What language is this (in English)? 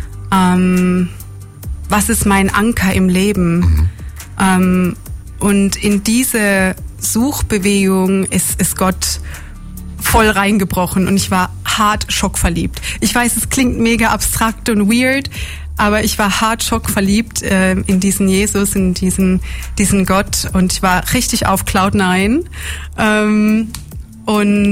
German